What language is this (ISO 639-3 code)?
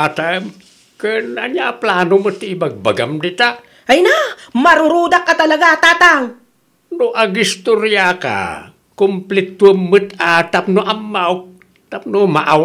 ilo